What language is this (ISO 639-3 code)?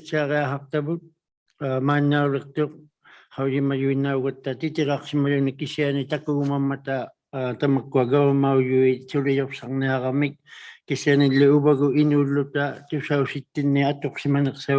iku